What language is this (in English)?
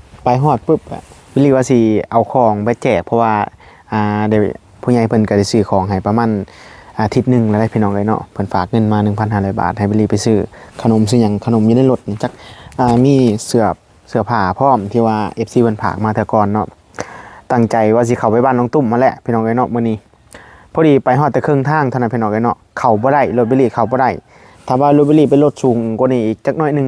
Northeastern Thai